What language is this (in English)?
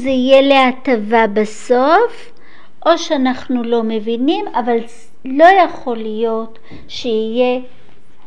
Hebrew